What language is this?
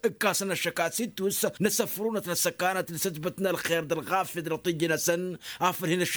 Tamasheq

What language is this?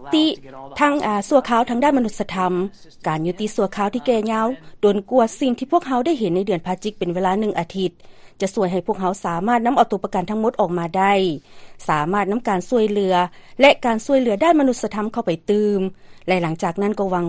Lao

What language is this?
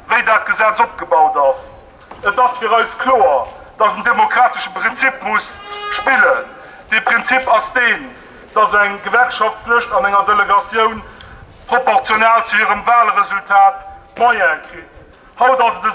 Luxembourgish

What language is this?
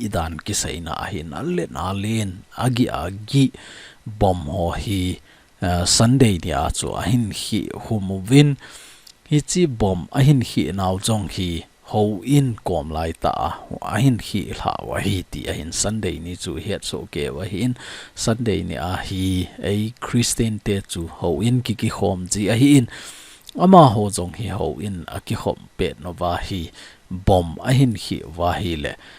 Thado Chin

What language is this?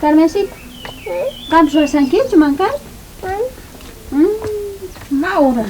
South Bolivian Quechua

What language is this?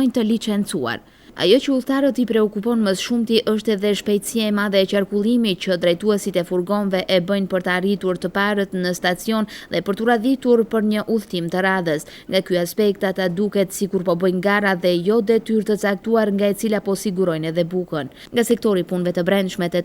Albanian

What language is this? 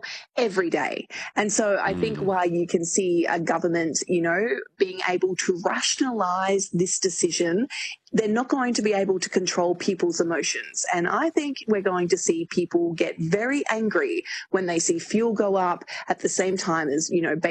English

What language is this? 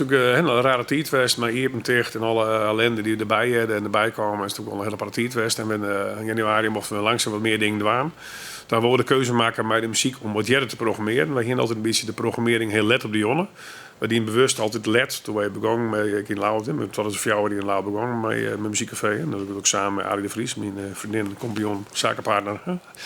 Western Frisian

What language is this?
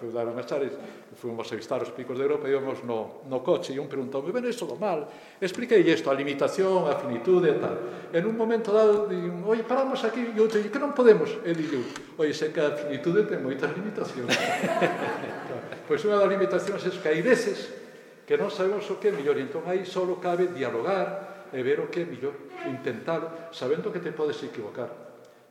Galician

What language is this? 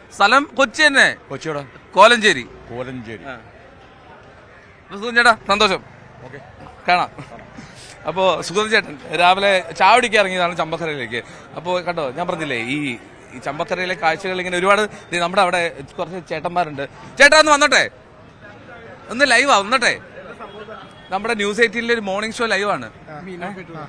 Malayalam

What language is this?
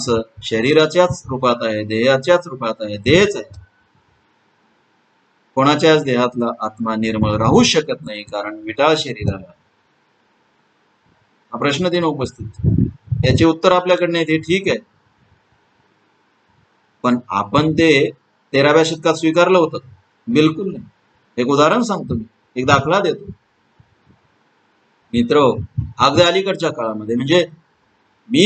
Marathi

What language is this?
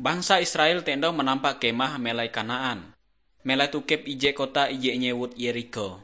Ngaju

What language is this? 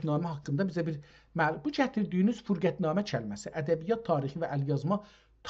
South Azerbaijani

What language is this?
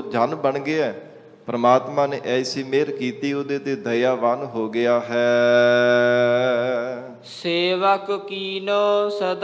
Punjabi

